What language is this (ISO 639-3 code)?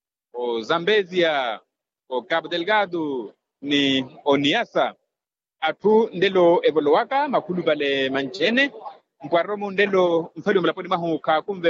vmw